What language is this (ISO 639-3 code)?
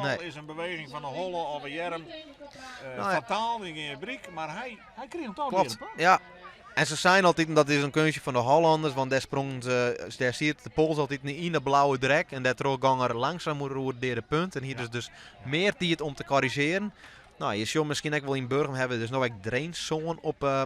fry